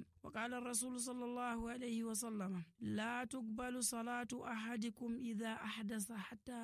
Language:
Nigerian Fulfulde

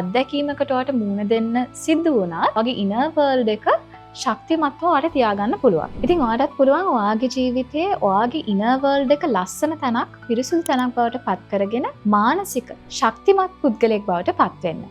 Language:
Sinhala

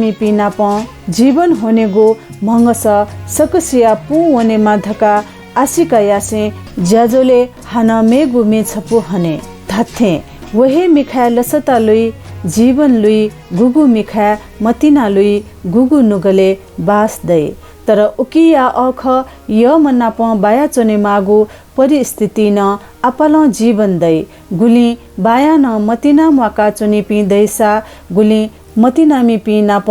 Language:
Newari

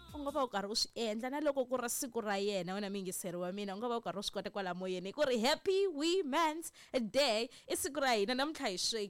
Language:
Tsonga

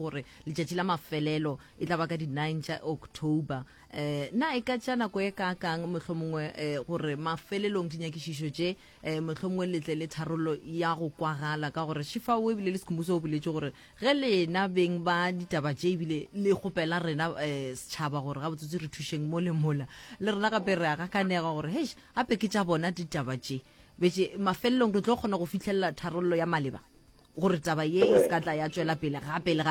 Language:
Northern Sotho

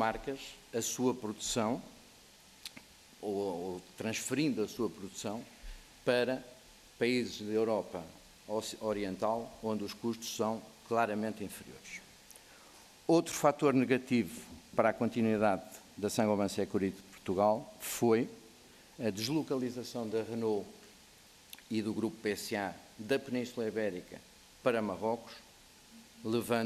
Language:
Portuguese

